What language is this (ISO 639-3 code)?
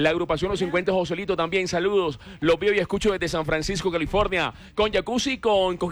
spa